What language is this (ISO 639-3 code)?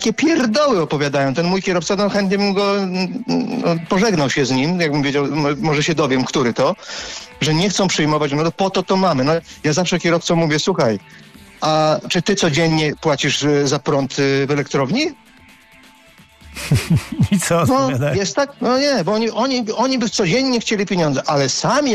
pol